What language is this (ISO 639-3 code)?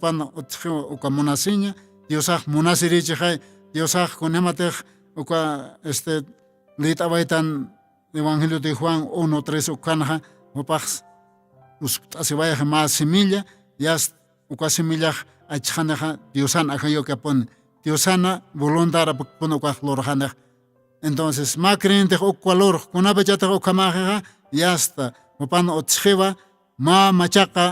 aym